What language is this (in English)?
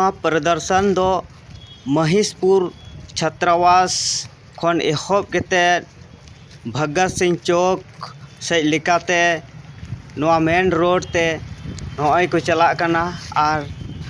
Santali